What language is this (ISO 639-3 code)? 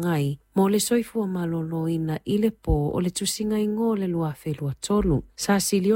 smo